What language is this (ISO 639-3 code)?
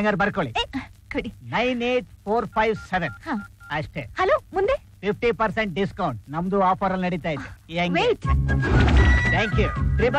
kan